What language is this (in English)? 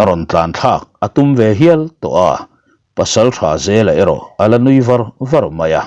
Mizo